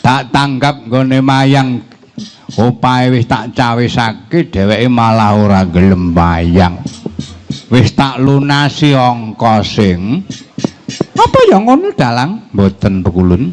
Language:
Javanese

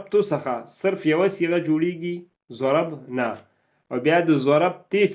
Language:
Pashto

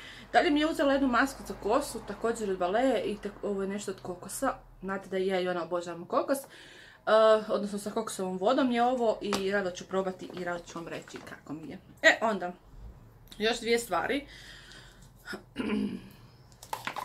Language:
Croatian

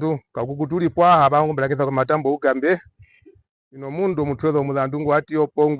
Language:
Herero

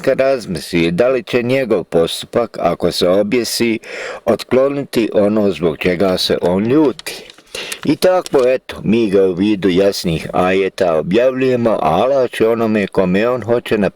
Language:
Bosnian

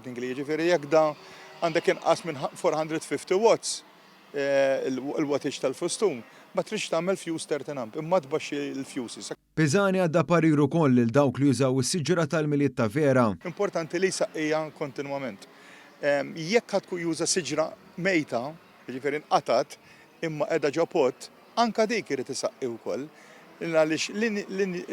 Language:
Maltese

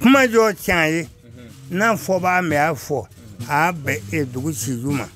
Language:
Bambara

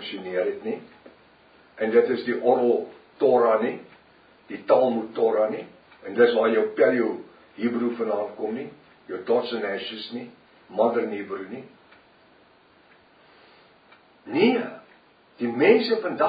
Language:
Afrikaans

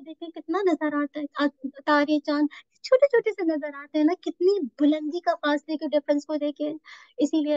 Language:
Urdu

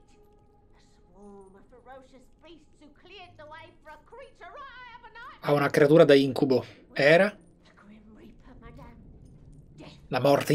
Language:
Italian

